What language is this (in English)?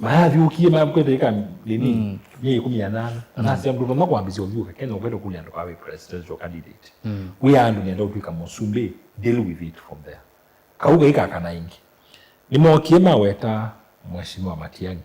Kamba